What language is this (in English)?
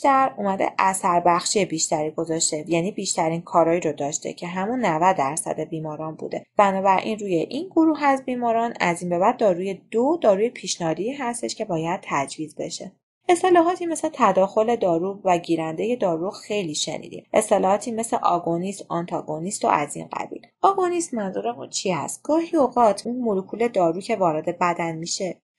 Persian